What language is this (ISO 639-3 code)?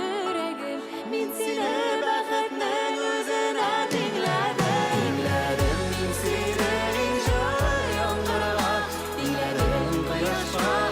bak